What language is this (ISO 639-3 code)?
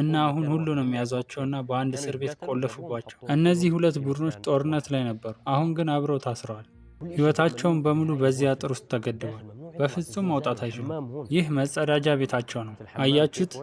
amh